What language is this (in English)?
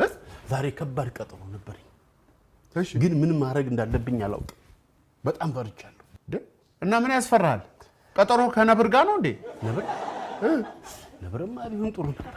Amharic